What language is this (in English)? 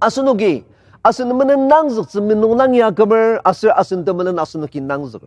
Ao Naga